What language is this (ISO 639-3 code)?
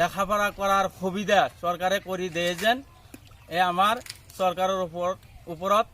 asm